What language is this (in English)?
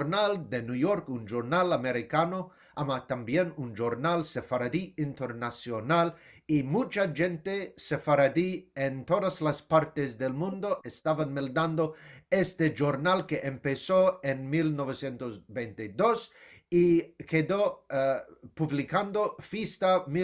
Ladino